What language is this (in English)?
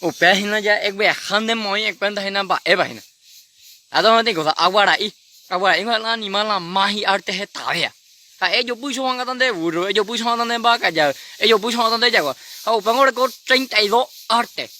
Guarani